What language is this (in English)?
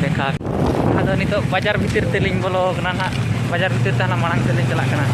Santali